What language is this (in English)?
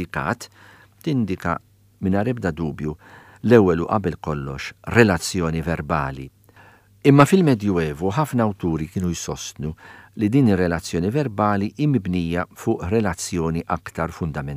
Maltese